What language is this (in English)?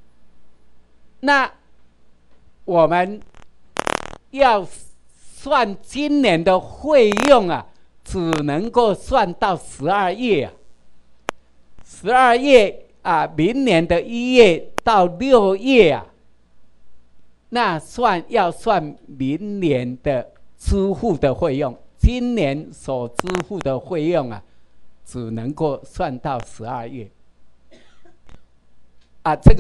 Chinese